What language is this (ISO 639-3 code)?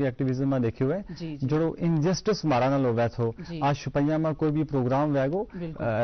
gju